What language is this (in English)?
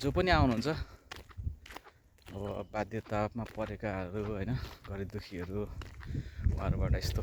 Nepali